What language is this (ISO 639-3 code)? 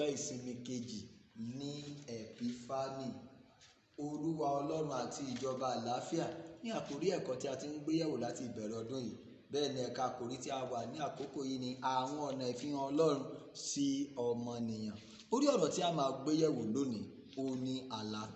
yor